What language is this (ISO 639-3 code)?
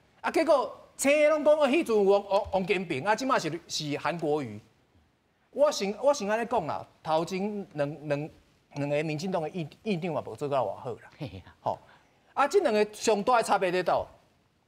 nan